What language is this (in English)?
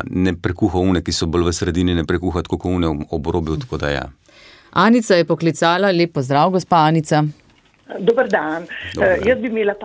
Slovenian